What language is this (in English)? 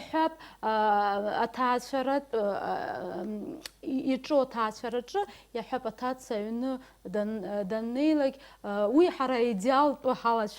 Abkhazian